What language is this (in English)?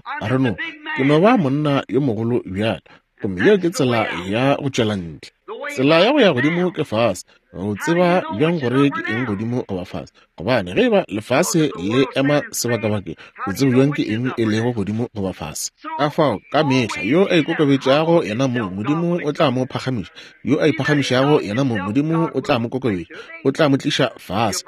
Northern Sotho